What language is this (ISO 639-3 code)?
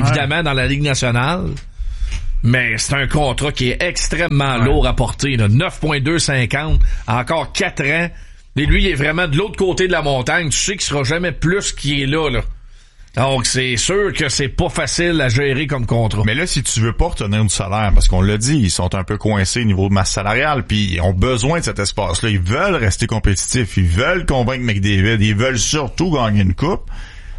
fra